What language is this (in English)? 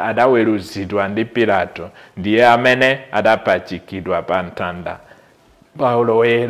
Nyanja